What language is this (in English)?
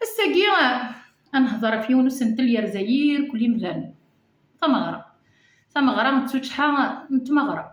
Kabyle